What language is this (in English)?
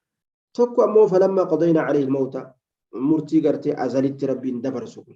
Oromo